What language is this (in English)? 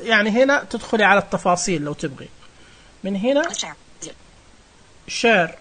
Najdi Arabic